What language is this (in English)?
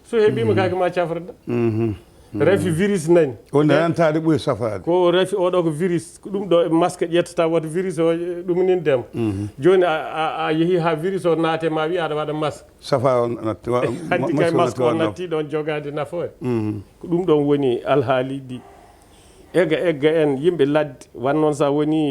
Fula